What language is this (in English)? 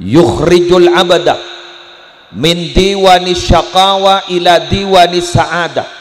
Madurese